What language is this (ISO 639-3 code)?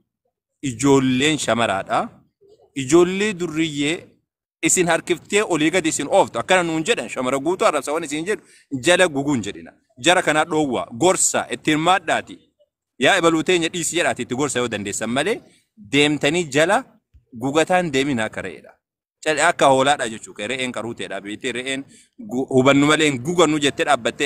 orm